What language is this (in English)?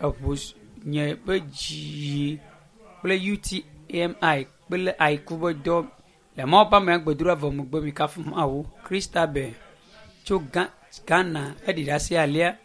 Ewe